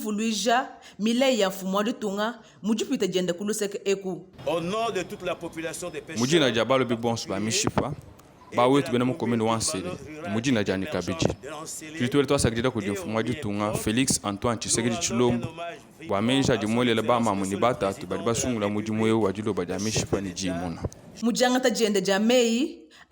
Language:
Luba-Lulua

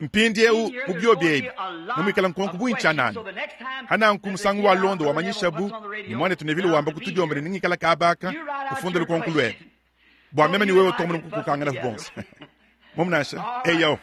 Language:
Luba-Lulua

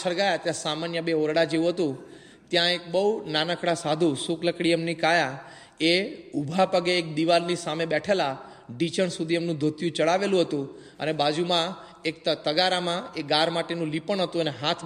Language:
Gujarati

